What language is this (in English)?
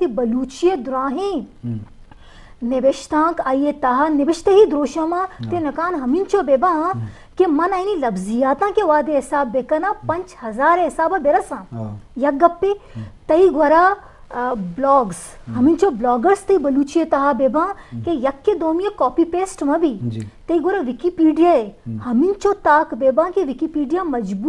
Eastern Balochi